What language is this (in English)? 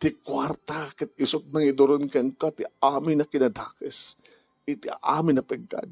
Iloko